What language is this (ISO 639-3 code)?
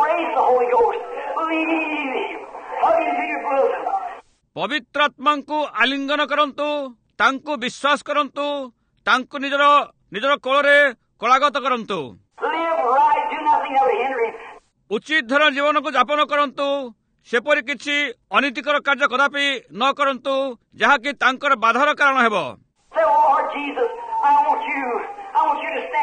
ori